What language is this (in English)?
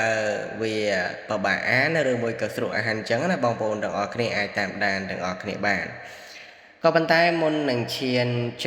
Khmer